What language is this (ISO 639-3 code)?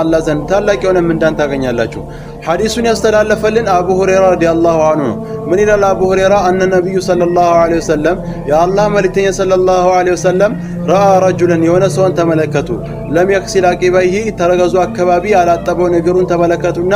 amh